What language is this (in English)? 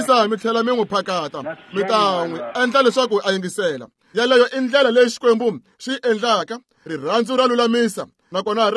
Tsonga